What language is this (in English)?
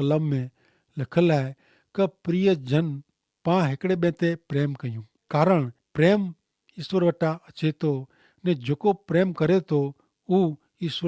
Kachhi